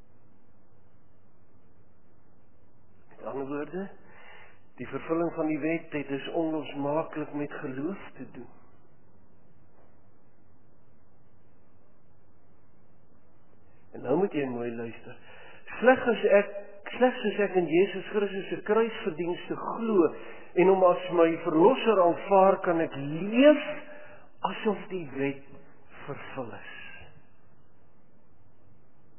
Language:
Afrikaans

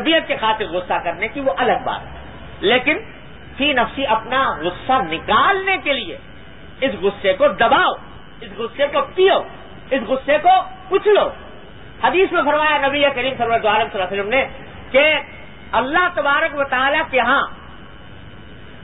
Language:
Urdu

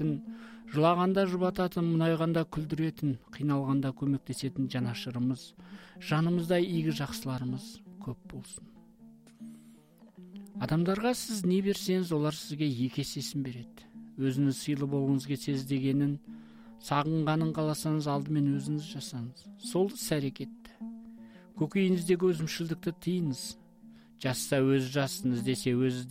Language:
Kazakh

